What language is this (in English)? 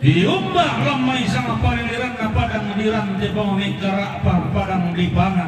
Toraja-Sa'dan